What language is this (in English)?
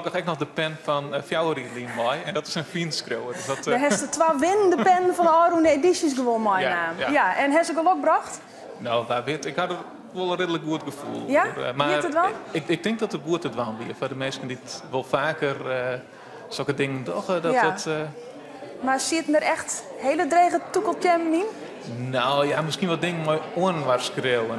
Western Frisian